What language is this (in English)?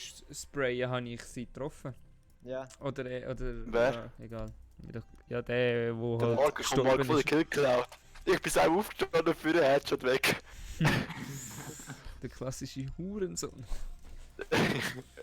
Swiss German